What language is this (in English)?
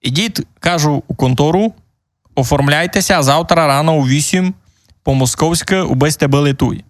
Rusyn